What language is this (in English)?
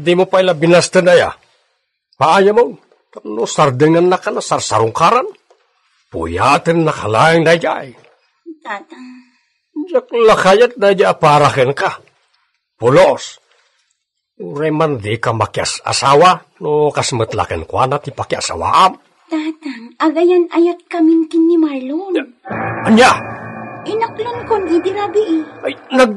Iloko